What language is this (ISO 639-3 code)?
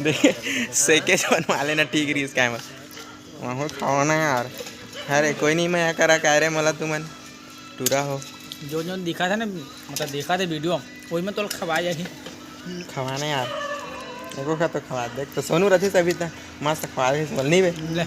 hne